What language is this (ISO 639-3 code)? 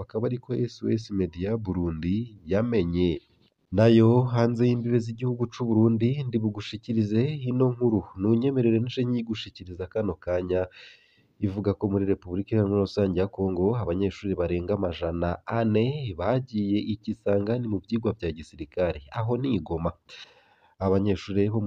run